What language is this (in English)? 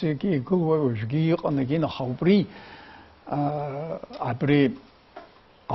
Abkhazian